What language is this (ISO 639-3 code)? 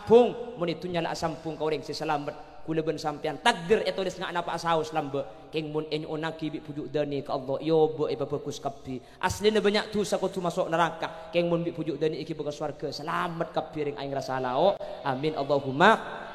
mad